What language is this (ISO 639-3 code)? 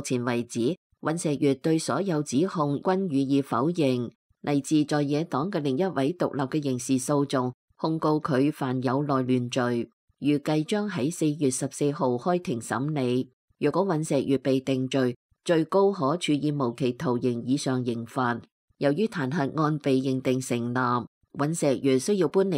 yue